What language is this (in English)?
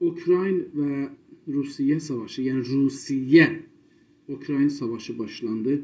South Azerbaijani